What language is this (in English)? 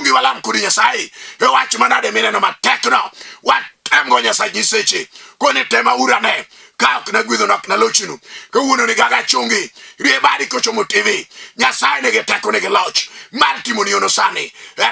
Luo (Kenya and Tanzania)